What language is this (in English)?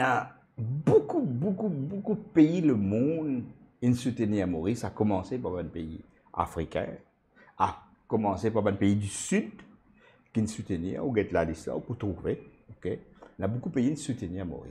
Morisyen